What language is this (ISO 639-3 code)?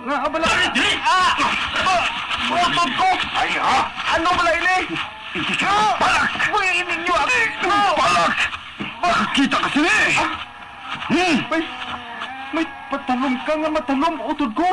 hil